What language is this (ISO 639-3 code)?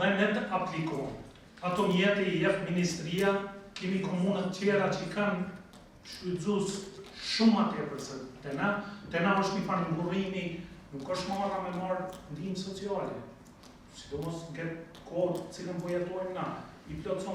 sqi